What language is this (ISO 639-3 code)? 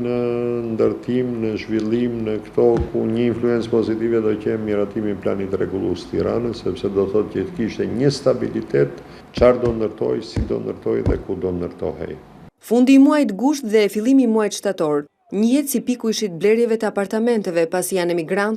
sqi